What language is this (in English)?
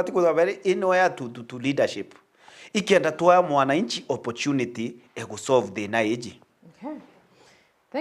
Meru